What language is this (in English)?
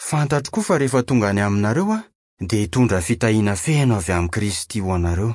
Malagasy